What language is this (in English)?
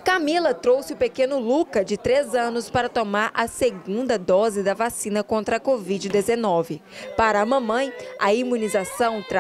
Portuguese